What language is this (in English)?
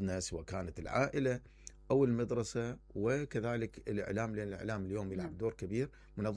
Mesopotamian Arabic